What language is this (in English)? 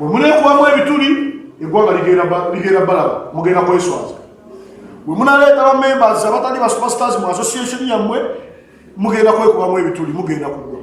Nyankole